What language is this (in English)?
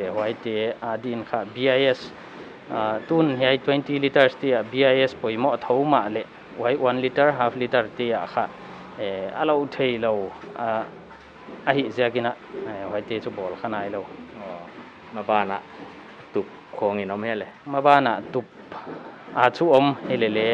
Paite Chin